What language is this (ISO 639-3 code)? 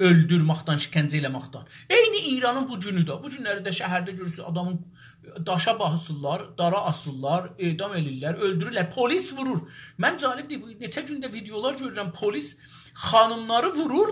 azb